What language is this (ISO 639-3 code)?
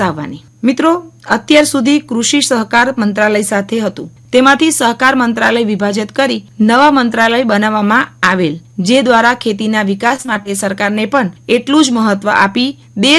guj